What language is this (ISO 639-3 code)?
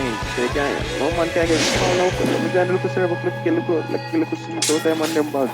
jam